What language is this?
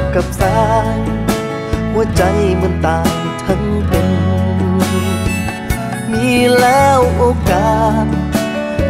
Thai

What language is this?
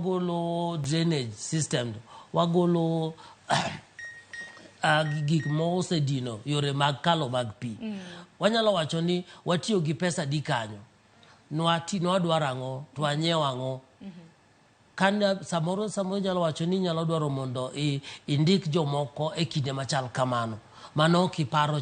Luo (Kenya and Tanzania)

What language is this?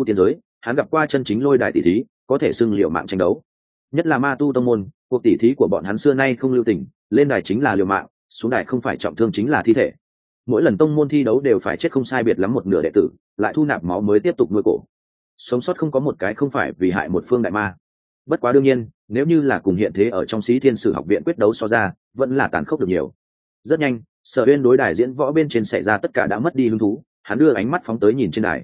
Vietnamese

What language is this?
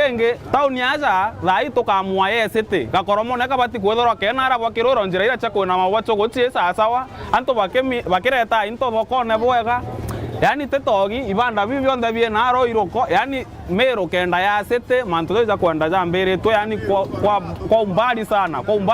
Meru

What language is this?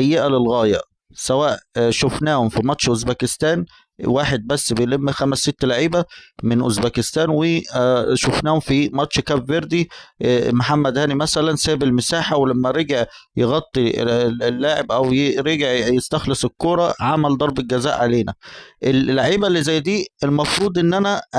Egyptian Arabic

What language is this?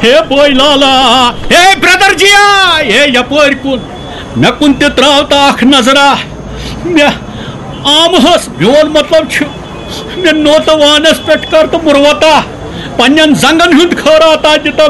Kashmiri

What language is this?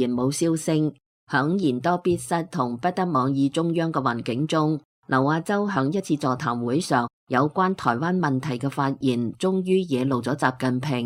Cantonese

